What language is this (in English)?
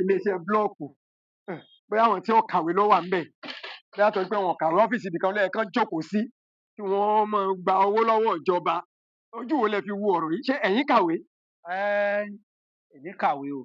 Yoruba